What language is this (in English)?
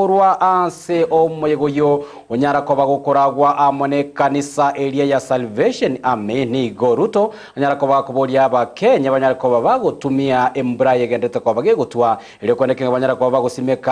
Gusii